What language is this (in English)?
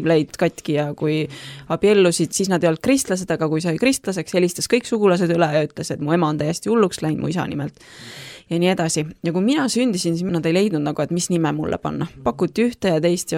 Estonian